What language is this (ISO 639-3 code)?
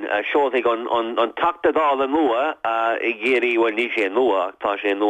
gle